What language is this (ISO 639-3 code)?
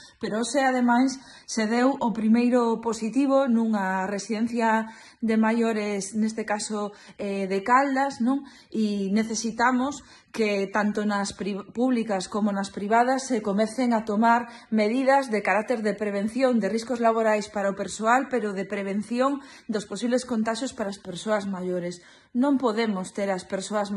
glg